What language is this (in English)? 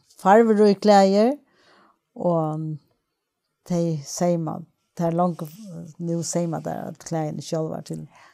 Faroese